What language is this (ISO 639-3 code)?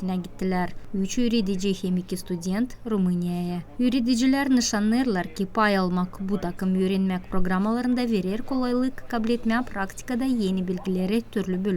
gag